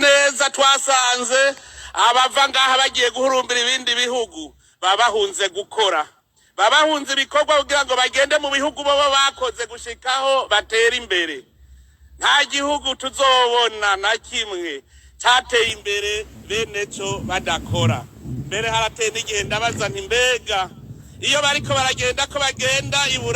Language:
Rundi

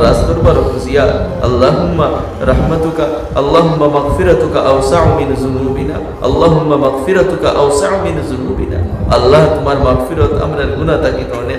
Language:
Sylheti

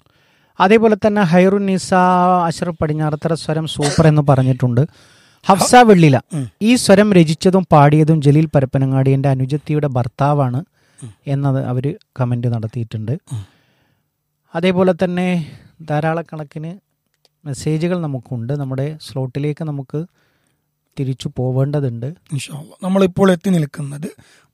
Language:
Malayalam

